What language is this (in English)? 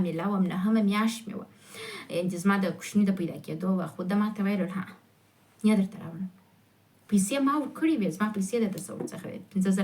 Pashto